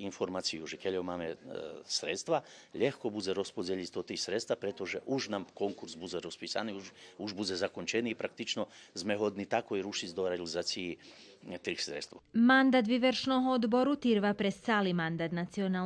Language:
Rusyn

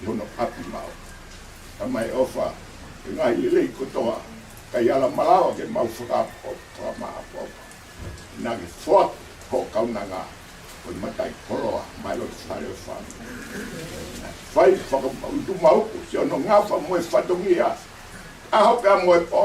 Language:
Tongan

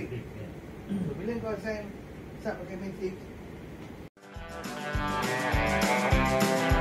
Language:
Malay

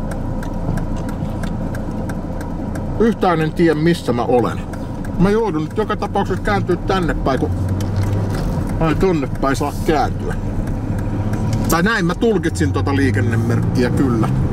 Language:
Finnish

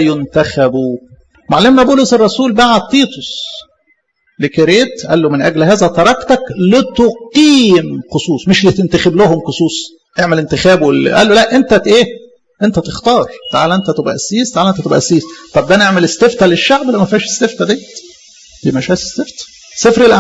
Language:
Egyptian Arabic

